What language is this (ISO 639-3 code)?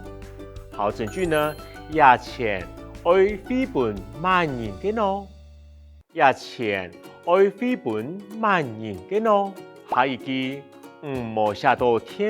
hak